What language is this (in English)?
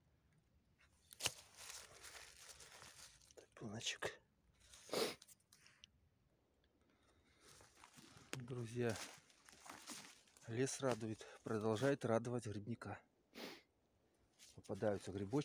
Russian